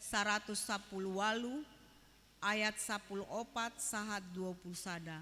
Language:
Batak Toba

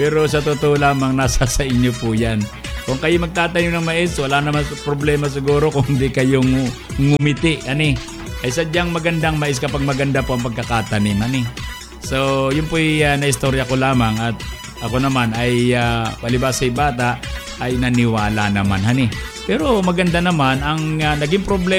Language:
Filipino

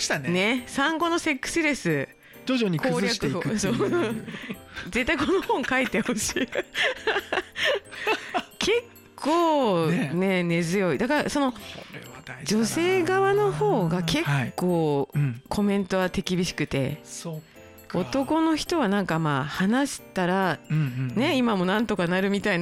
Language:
Japanese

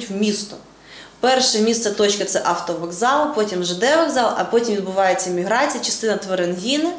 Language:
Ukrainian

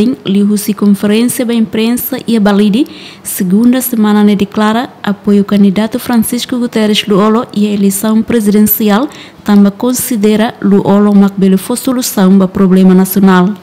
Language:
Tetum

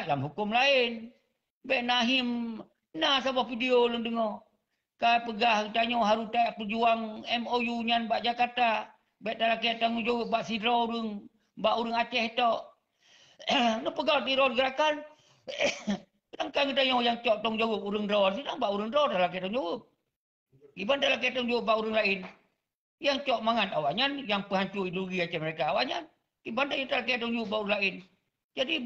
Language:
Achinese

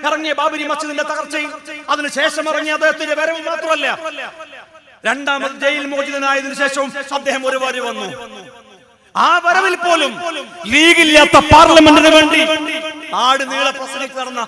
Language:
Malayalam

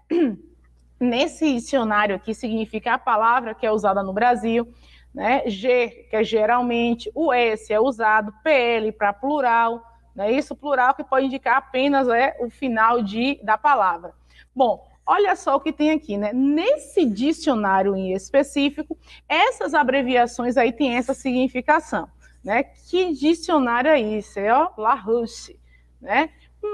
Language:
Portuguese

